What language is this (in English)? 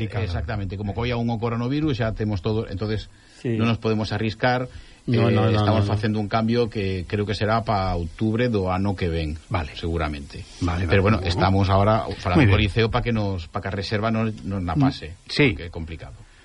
Galician